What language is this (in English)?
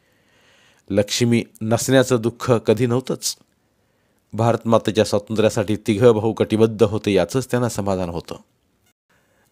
Marathi